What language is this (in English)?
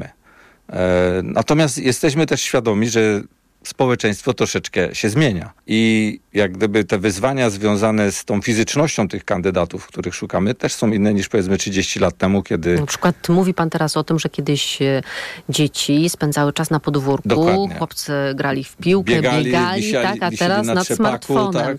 Polish